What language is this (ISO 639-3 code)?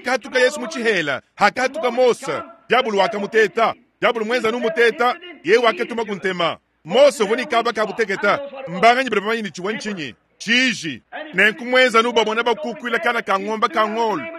lua